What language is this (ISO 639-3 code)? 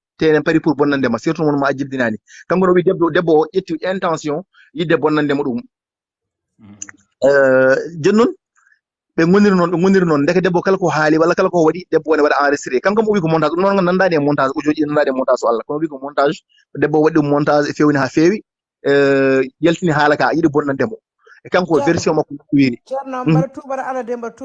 ful